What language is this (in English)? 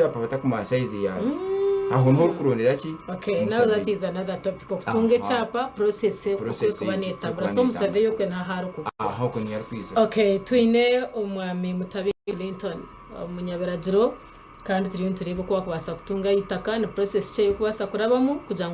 Nyankole